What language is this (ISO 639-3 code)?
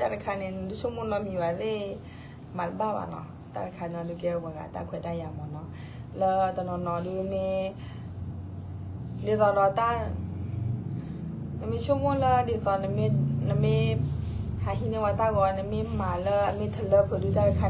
ksw